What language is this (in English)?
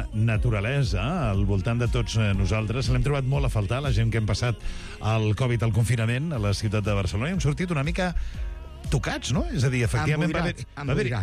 Catalan